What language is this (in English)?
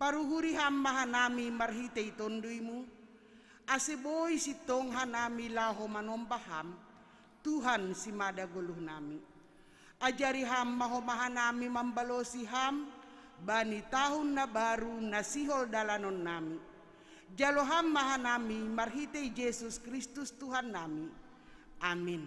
Batak Simalungun